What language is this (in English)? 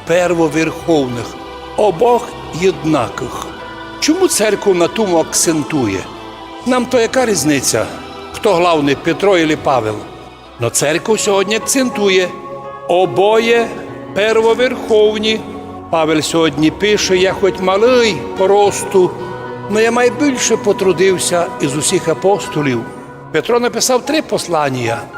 Rusyn